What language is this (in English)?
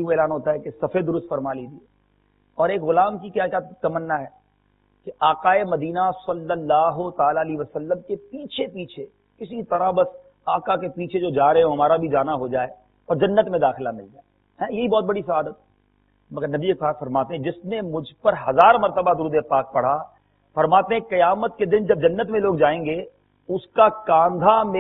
Urdu